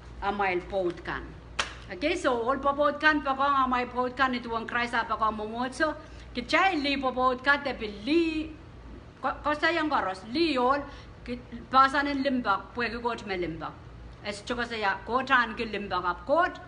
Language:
Pohnpeian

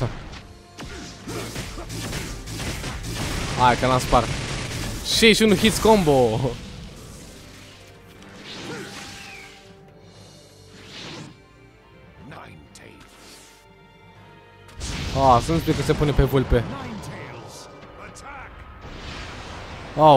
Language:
Romanian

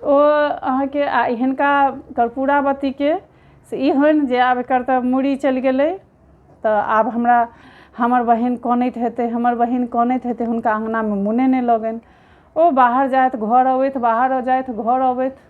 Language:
Maithili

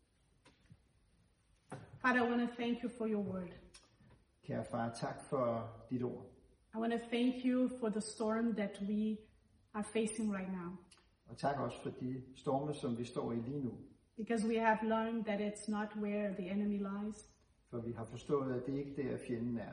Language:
Danish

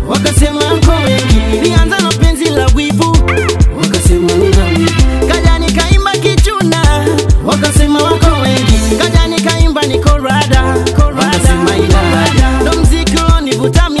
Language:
Swahili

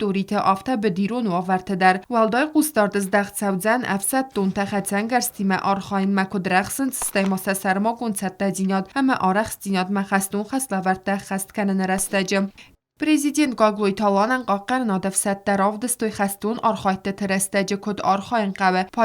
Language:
Ossetic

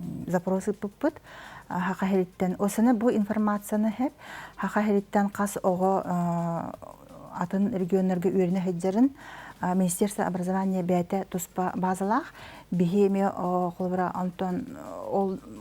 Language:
Yakut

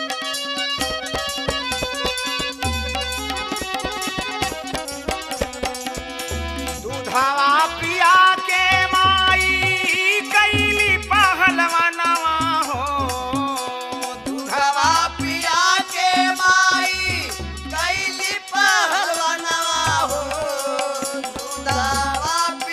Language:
Bhojpuri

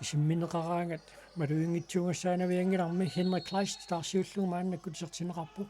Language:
Kalaallisut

